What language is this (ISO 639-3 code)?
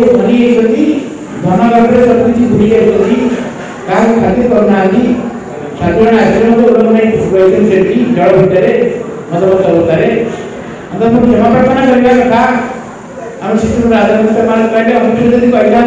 ori